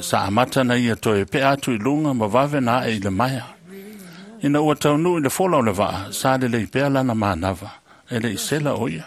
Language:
Samoan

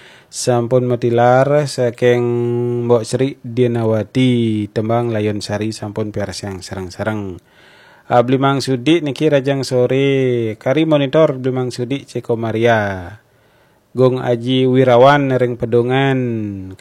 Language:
Balinese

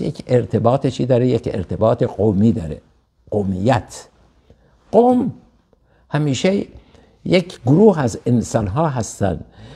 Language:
Persian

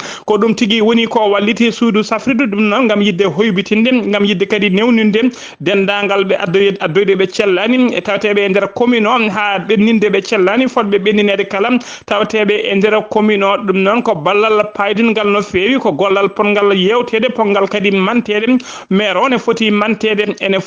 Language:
Fula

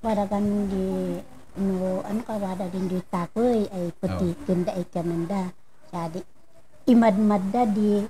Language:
Kankanaey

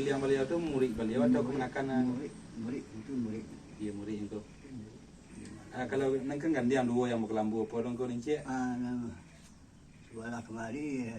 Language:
Minangkabau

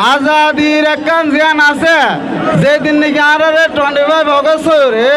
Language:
Rohingya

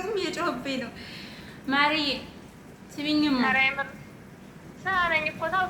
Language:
Amharic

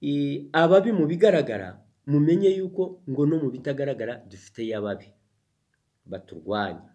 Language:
Kinyarwanda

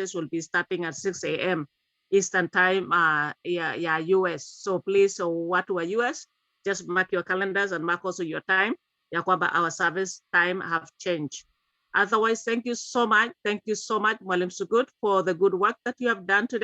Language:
Kalenjin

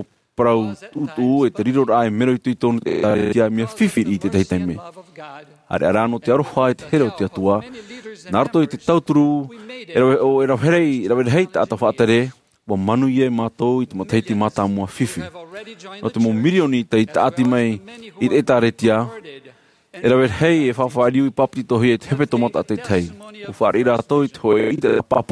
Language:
Tahitian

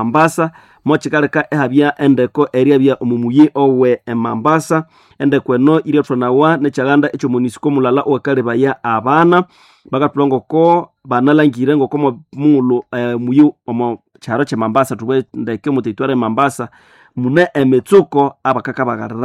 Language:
Nande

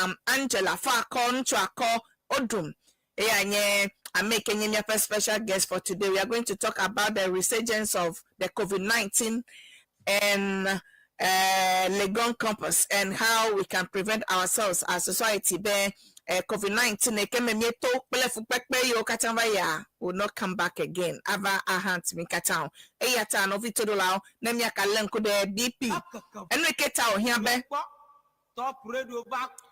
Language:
Ewe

